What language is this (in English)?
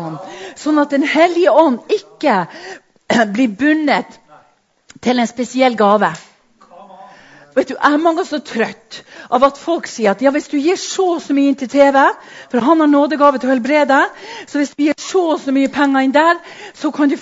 Norwegian